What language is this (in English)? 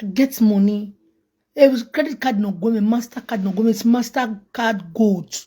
Nigerian Pidgin